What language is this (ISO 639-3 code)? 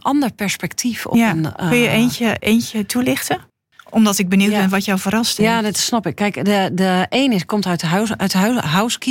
nld